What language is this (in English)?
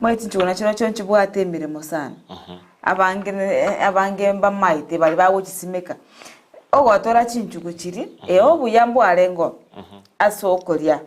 Gusii